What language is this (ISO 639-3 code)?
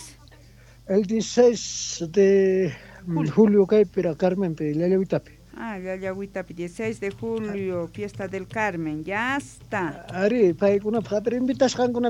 quh